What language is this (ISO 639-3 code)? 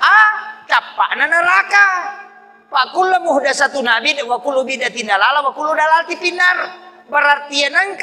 bug